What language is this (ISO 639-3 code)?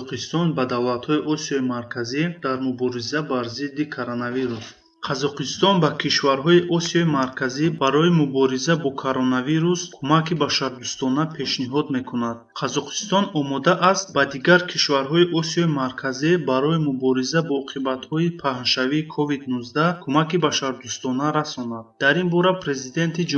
tgk